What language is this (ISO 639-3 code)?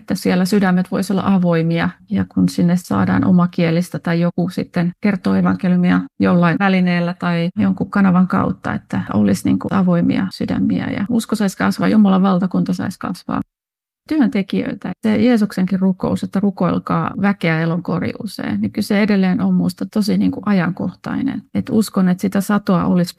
fin